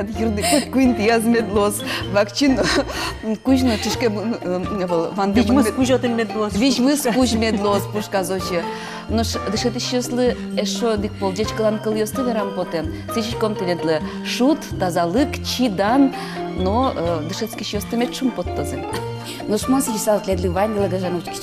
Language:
Udmurt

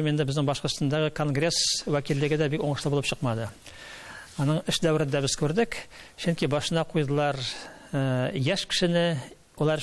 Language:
Tatar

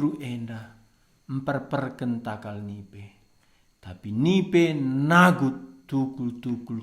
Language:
Batak Karo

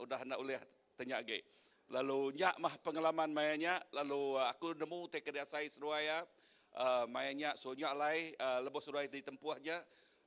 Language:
Iban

